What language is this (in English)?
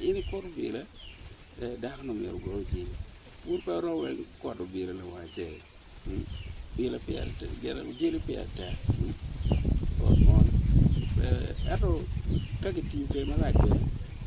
Acoli